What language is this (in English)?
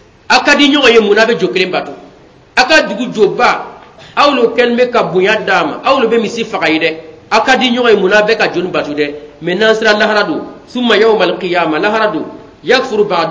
Bambara